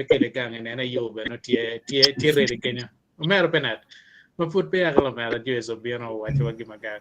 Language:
Acoli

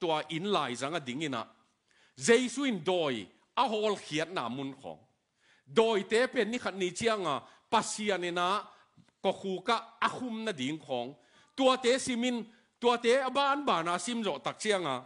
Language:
Tedim Chin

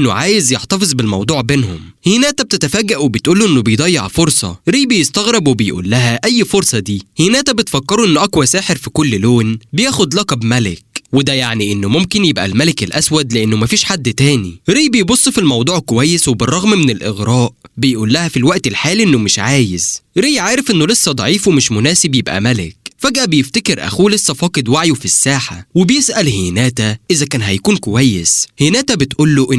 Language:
Egyptian Arabic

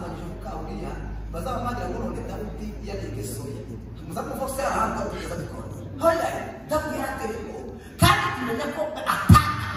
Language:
Kinyarwanda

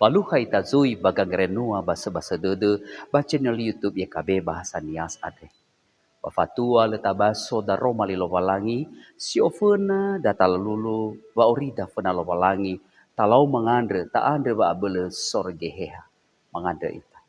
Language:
Nias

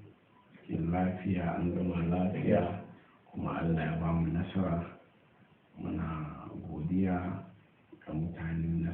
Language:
Hausa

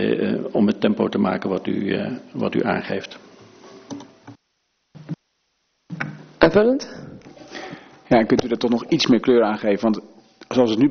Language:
Dutch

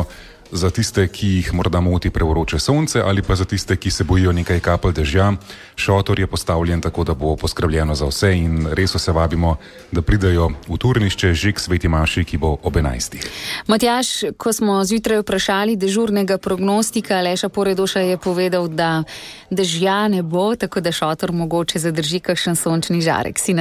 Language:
Slovenian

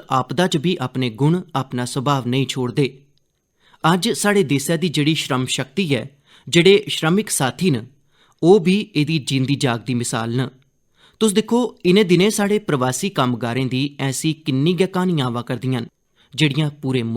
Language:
Dogri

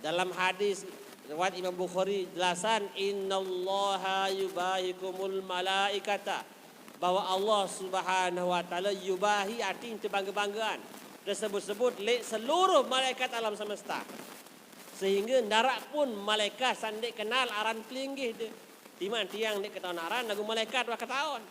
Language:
Sasak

